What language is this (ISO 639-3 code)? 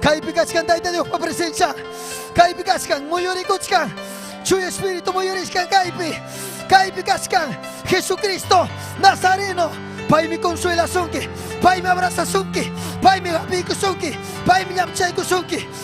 quy